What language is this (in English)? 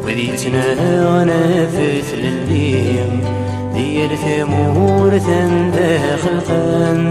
Kabyle